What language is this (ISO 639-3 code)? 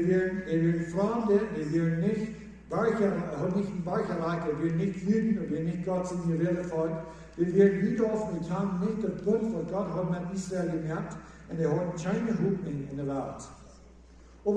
pdt